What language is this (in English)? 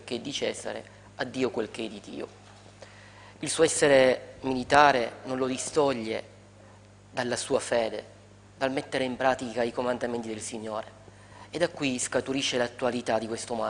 Italian